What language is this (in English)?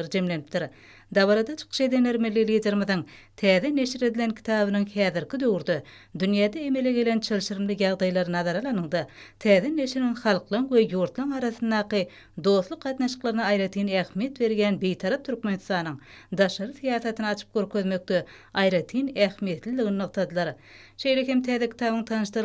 Turkmen